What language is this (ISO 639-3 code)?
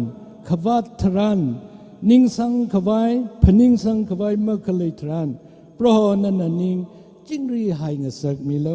nmf